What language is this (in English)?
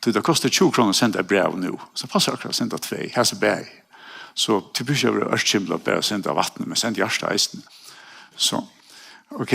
Faroese